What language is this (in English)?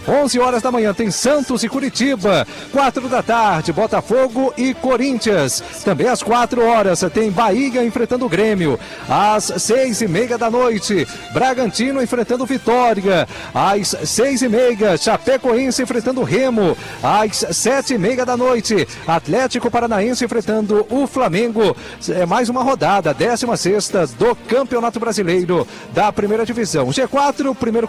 Portuguese